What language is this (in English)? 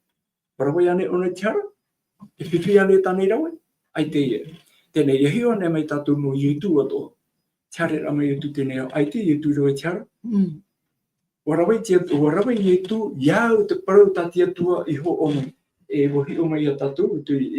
Tahitian